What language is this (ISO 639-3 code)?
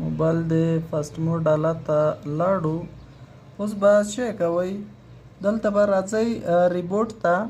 pus